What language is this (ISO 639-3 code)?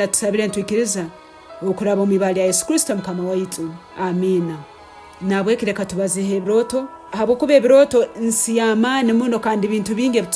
ttj